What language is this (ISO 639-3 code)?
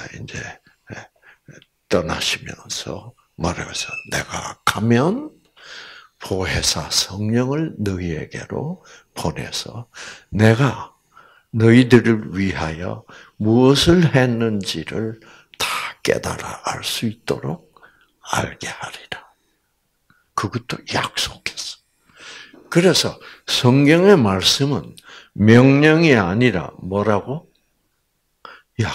kor